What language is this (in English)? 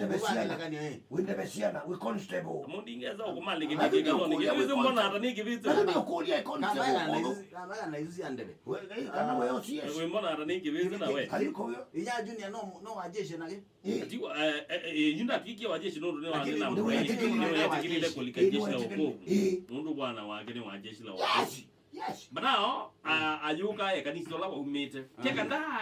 Kamba